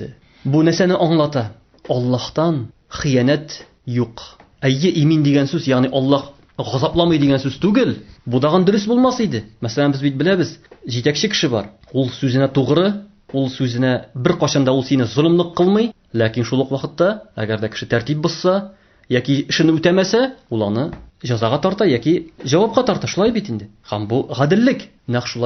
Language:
Tatar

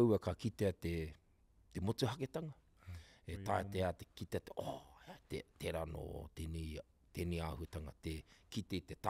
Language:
Māori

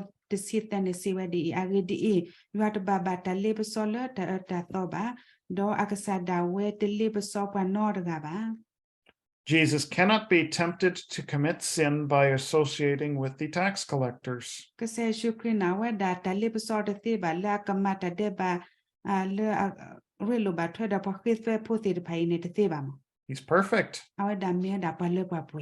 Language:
S'gaw Karen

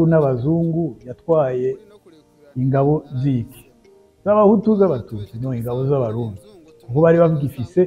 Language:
Rundi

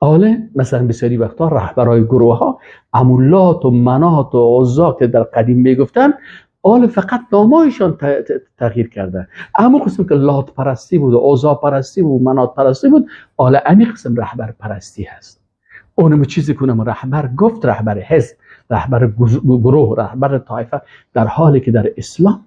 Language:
Persian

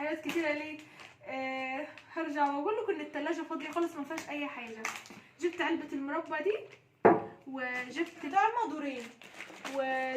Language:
Egyptian Arabic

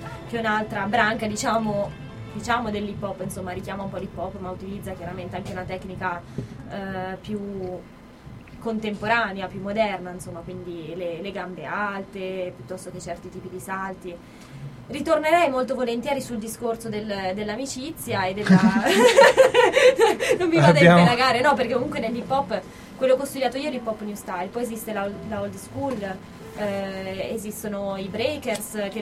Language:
Italian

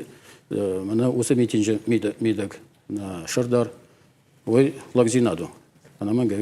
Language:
Ossetic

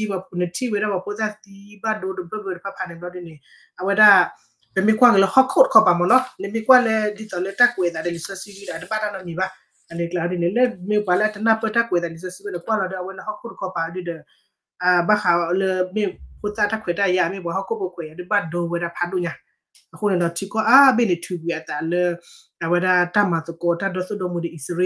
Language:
S'gaw Karen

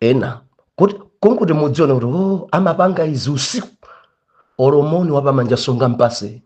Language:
Nyanja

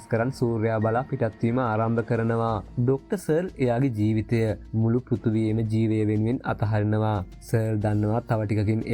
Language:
Sinhala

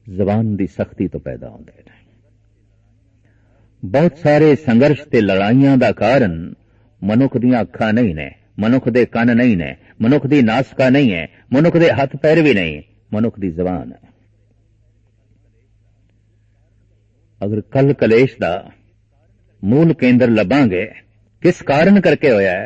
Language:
Punjabi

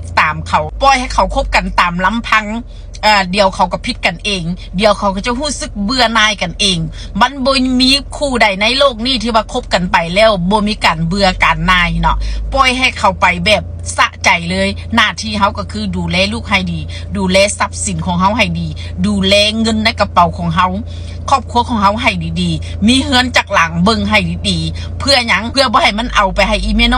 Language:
Lao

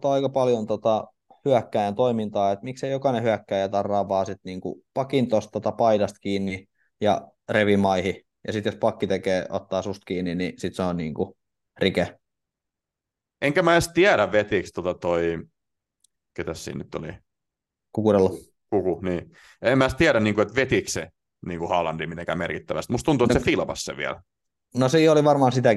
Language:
Finnish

